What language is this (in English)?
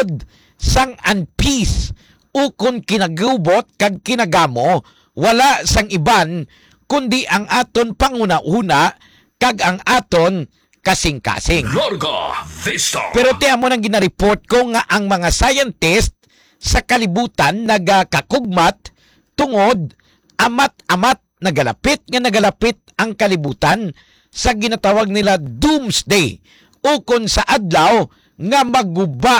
Hiligaynon